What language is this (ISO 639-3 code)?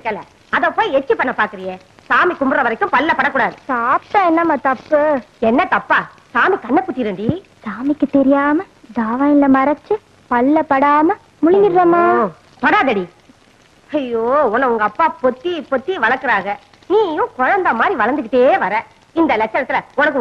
tam